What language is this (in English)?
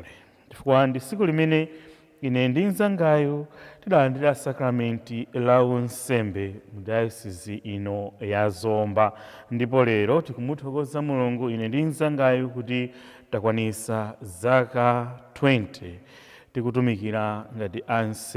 Nyanja